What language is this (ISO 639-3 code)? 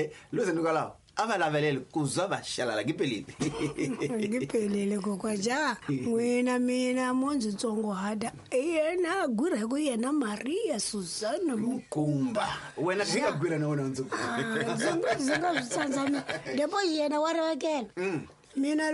tso